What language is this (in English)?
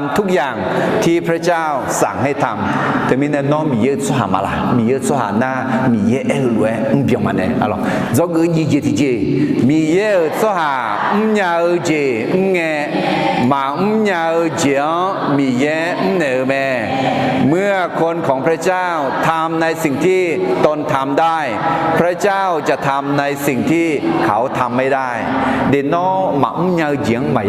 Akha